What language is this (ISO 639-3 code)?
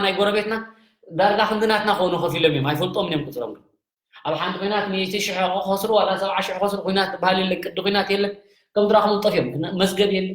tir